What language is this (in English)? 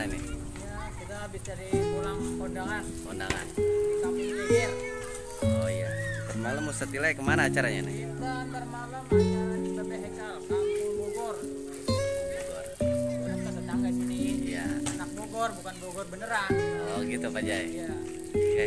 Betawi